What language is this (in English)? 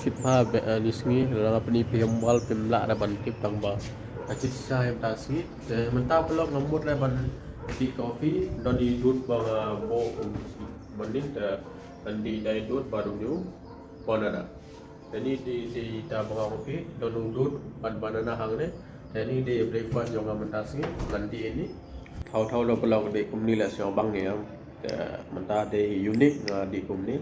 Khasi